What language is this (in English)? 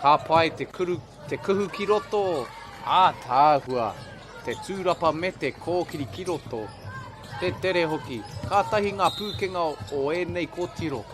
Māori